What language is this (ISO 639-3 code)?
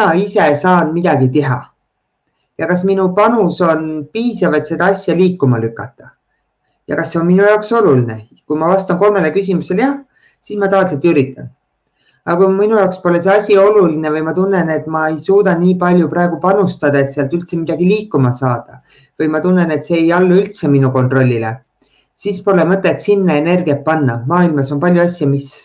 est